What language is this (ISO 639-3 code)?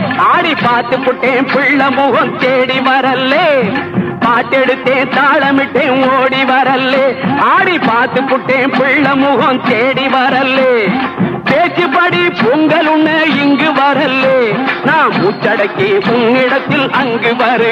tam